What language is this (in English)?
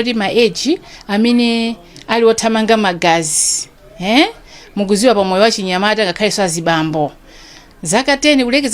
Nyanja